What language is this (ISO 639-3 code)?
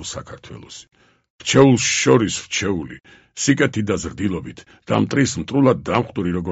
kat